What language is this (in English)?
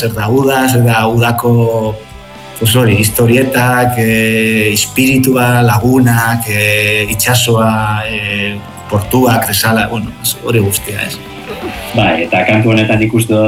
Basque